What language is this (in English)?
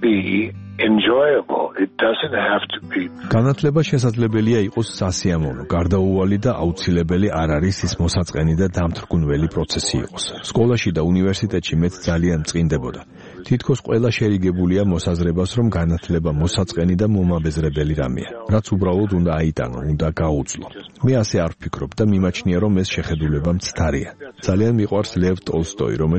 Georgian